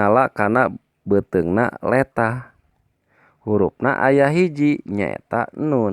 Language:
Sundanese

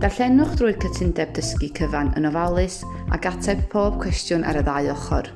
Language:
Welsh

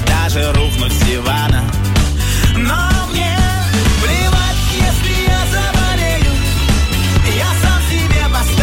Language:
Russian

